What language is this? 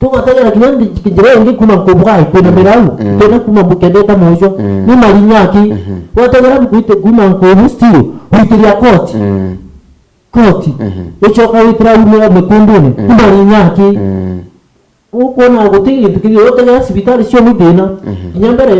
Meru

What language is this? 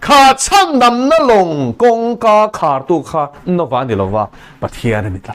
Mizo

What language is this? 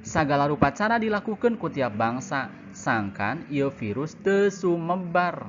Sundanese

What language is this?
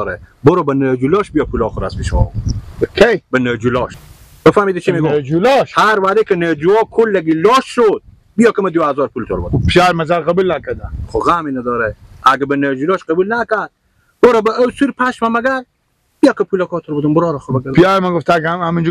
Persian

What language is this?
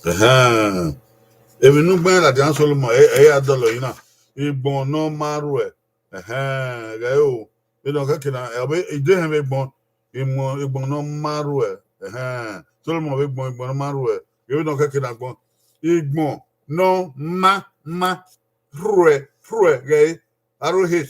Bini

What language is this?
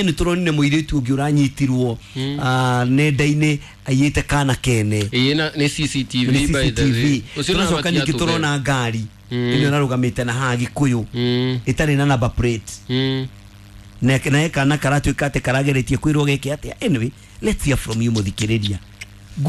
Kikuyu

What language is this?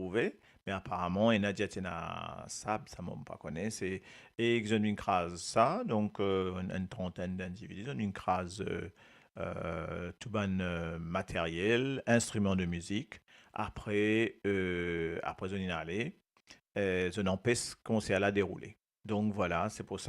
Morisyen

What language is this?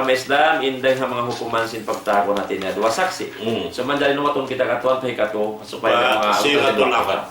Tausug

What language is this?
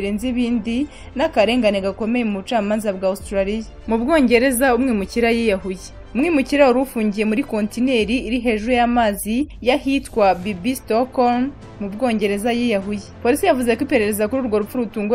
Kinyarwanda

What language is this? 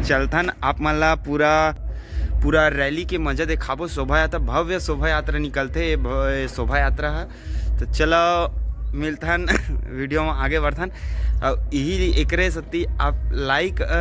Chhattisgarhi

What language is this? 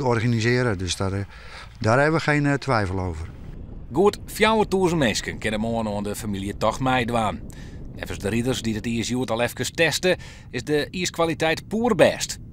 Western Frisian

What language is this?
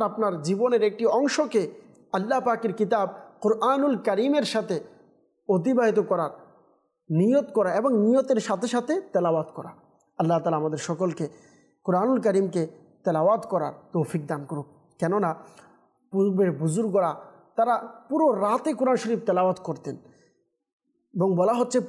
Bangla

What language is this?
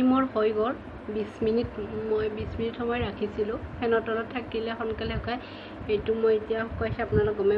Assamese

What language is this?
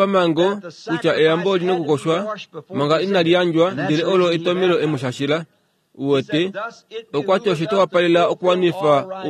Kuanyama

